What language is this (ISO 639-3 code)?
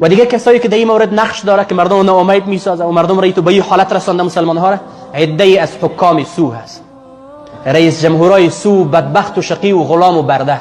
fas